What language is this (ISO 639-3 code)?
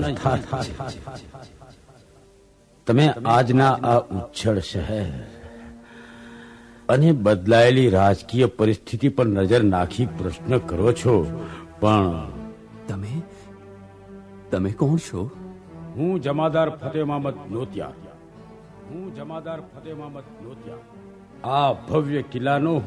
guj